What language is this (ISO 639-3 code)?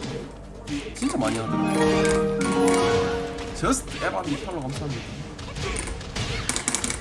kor